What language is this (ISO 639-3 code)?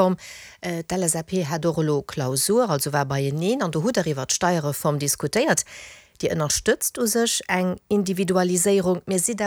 ltz